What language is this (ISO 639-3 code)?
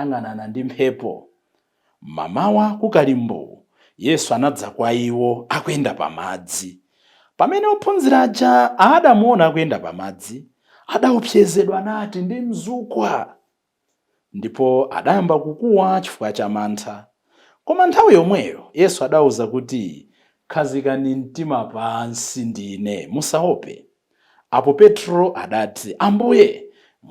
nya